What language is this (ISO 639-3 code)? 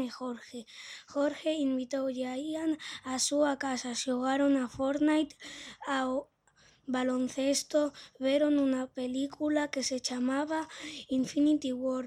glg